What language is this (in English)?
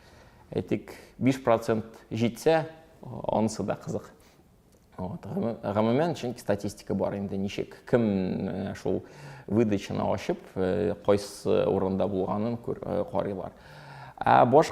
Tatar